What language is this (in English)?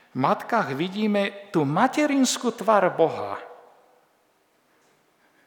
Slovak